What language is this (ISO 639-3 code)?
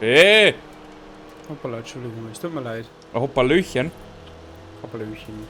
bar